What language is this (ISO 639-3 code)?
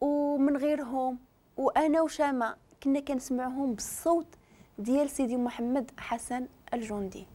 ary